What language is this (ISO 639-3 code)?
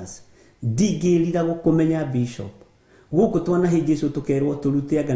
kik